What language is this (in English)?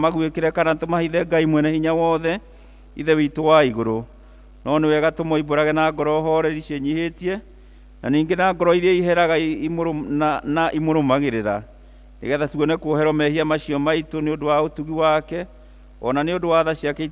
Kikuyu